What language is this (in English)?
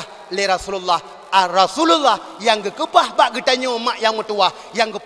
Achinese